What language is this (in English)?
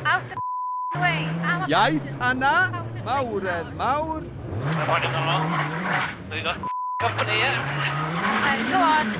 Welsh